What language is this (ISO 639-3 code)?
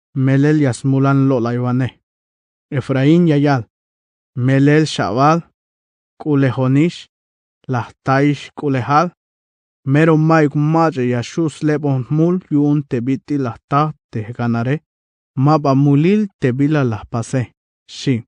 tzh